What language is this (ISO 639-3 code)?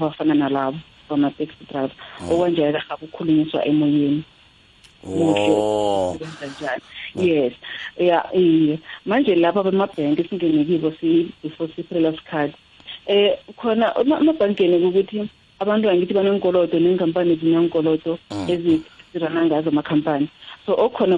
nbl